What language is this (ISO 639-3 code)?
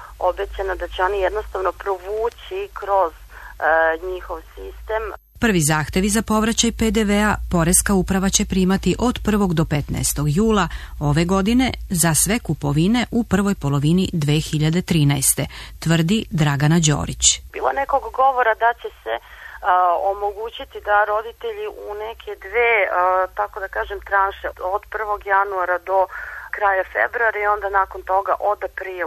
srp